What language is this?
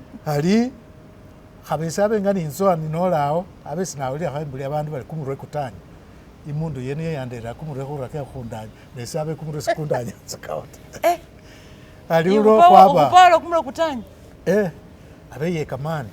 Masaaba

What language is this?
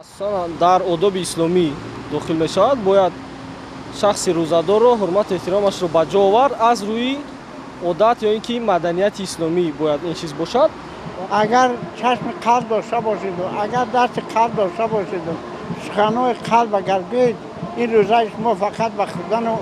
Tajik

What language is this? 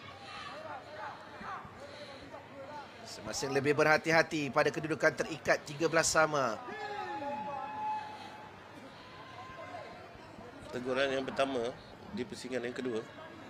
Malay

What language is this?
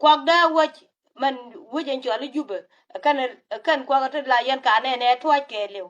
Nuer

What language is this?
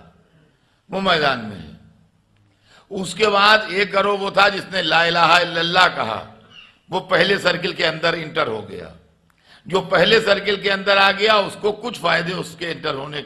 Urdu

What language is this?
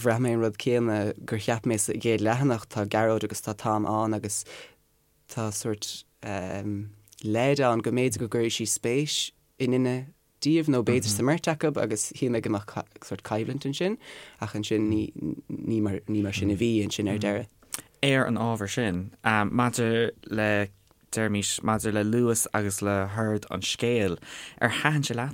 Irish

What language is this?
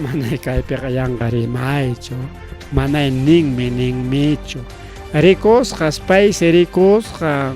Ayacucho Quechua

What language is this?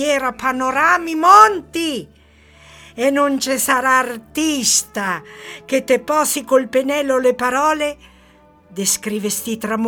Italian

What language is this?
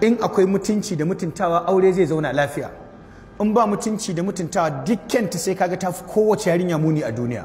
Hausa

